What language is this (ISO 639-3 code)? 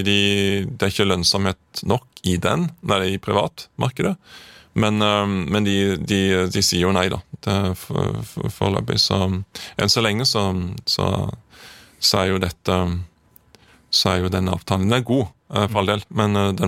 nor